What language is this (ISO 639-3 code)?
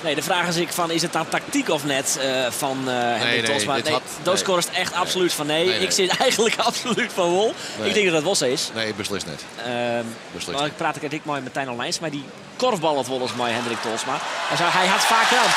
fry